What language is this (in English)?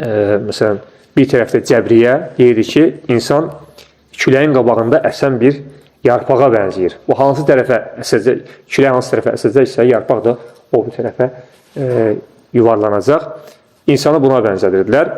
Azerbaijani